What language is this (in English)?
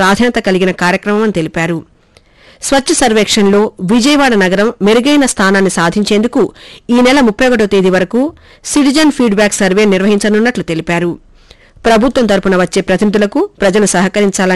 Telugu